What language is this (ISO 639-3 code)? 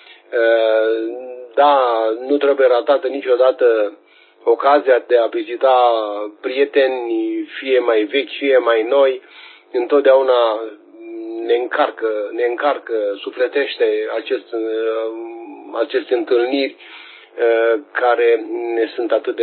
ron